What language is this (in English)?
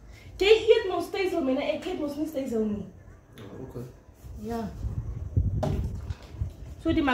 Afrikaans